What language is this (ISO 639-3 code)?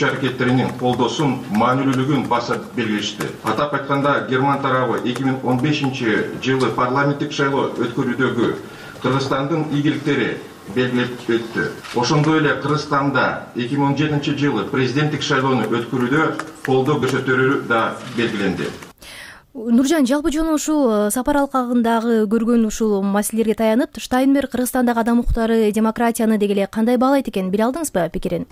kir